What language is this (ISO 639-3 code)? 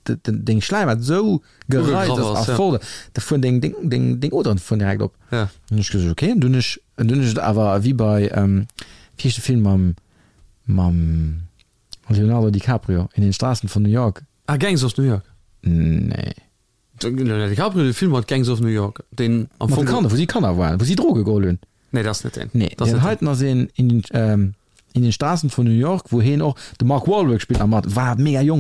ltz